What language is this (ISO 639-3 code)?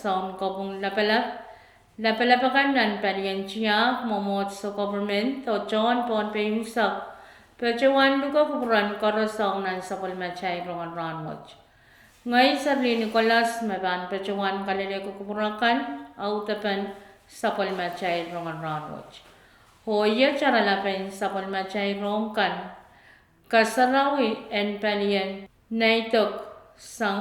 pon